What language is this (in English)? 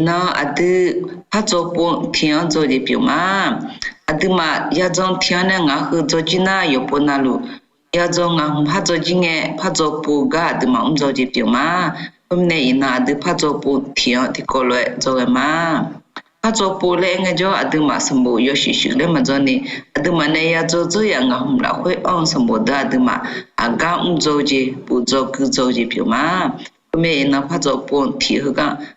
Akha